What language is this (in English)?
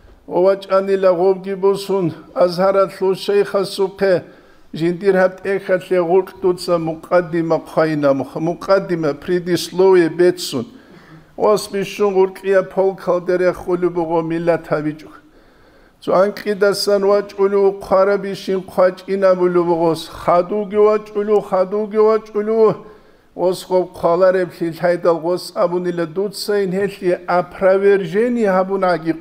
Avaric